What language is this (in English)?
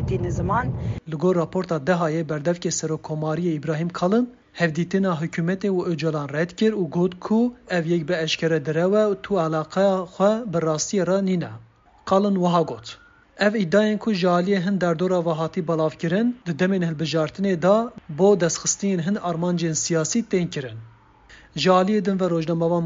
Kurdish